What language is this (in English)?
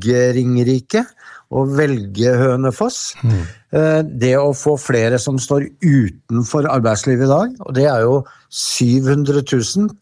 Norwegian